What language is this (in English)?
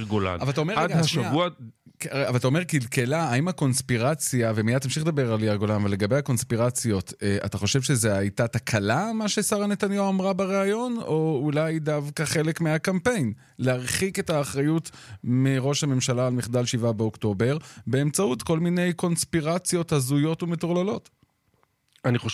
Hebrew